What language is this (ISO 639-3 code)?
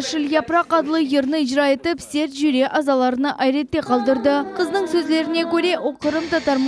crh